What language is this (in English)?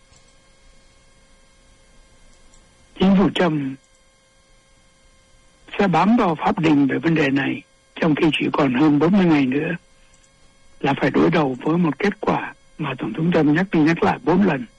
Vietnamese